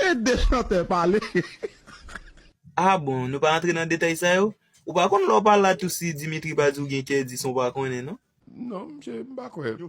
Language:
Haitian Creole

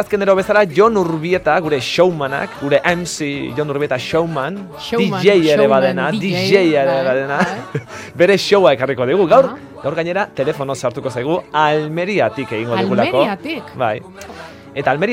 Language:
Basque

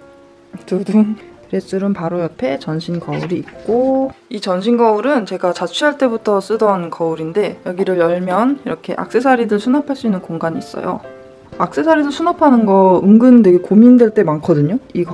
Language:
Korean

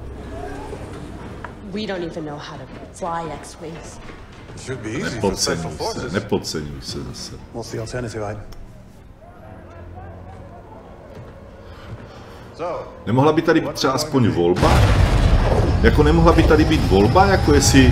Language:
Czech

